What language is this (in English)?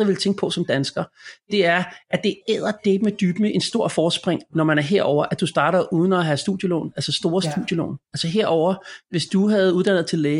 Danish